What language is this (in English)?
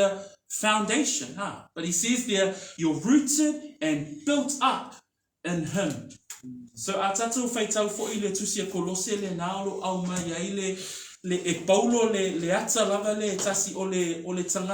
Samoan